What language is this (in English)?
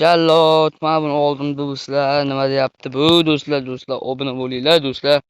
Uzbek